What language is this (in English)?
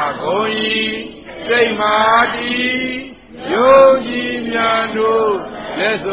Burmese